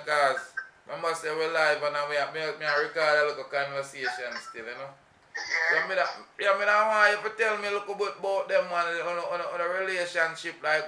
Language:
Jamaican Creole English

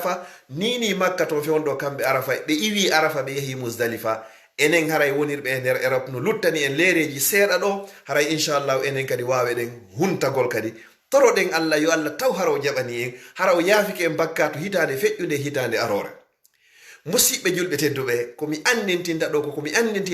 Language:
Fula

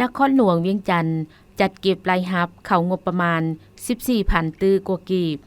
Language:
Lao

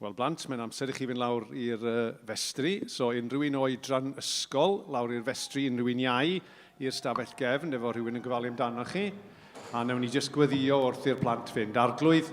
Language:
Welsh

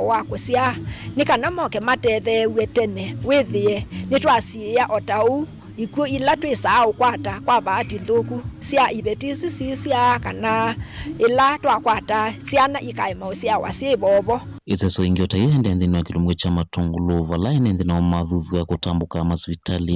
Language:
Kamba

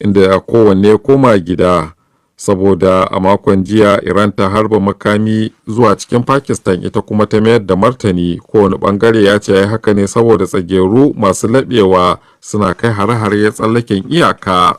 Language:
Hausa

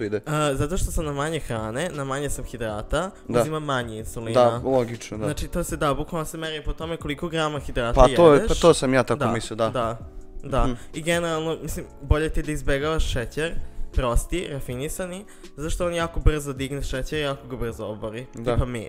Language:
Serbian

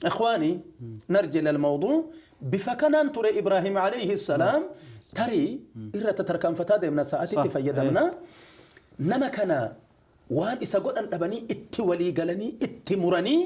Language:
Oromo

